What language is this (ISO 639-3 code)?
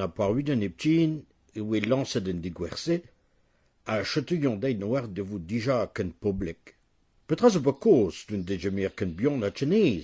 bre